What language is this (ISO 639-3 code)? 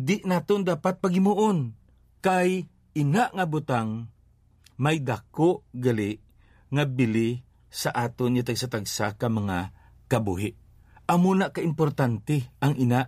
hil